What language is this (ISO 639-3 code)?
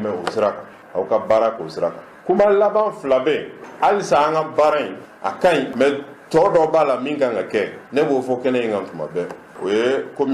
bam